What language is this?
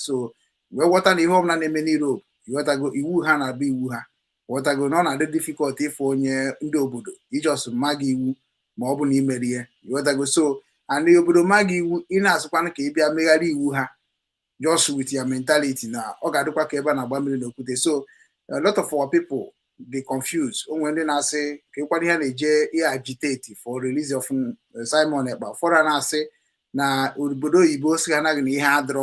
Igbo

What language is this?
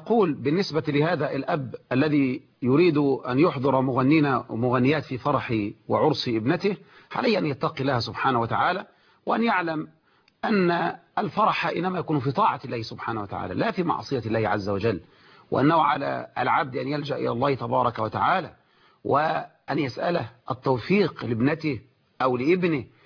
Arabic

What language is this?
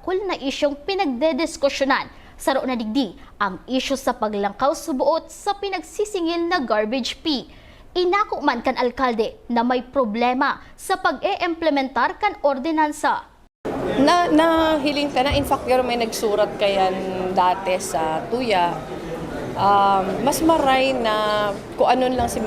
Bikol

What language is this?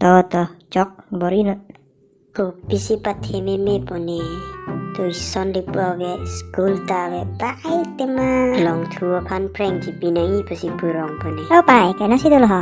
Karbi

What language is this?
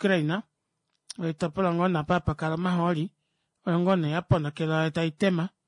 Kuanyama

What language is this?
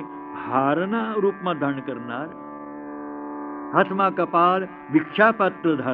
Gujarati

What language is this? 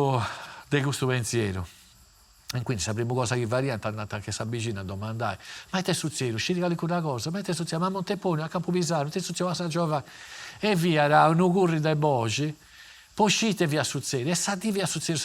Sardinian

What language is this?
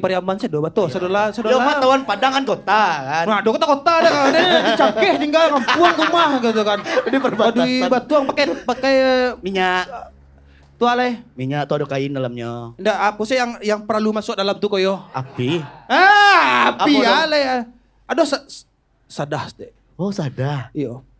Minangkabau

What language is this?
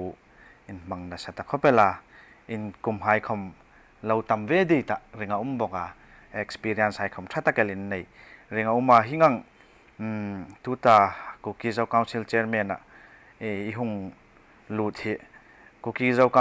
Hmar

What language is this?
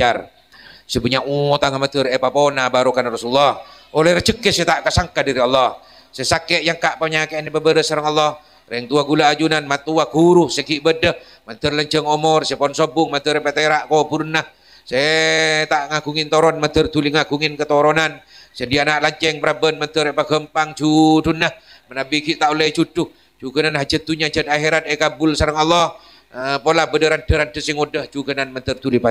Madurese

